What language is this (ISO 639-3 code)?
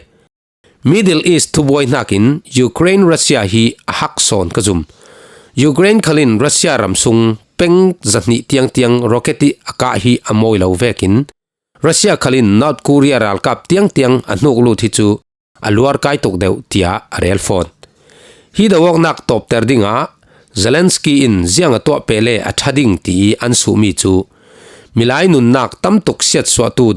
cfm